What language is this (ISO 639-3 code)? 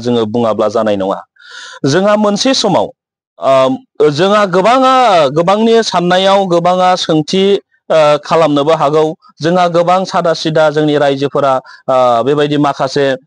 brx